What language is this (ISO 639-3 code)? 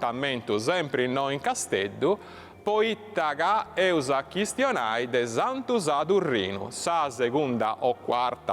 srd